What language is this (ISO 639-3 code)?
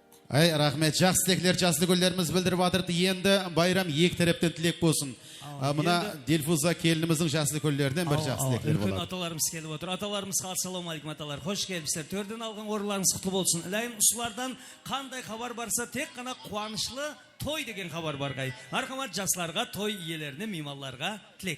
kaa